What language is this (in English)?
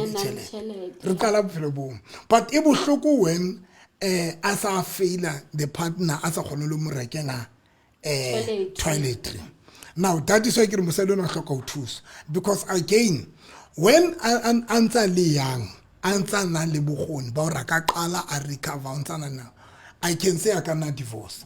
Southern Sotho